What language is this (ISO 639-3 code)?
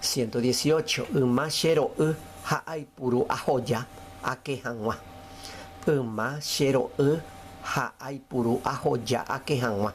grn